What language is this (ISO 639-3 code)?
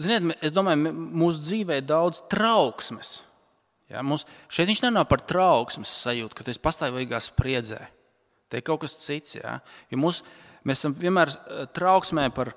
lav